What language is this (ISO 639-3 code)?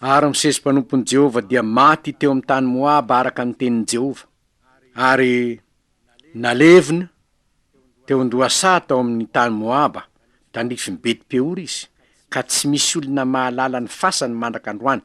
mlg